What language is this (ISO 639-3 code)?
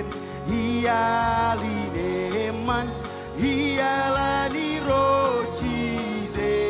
mah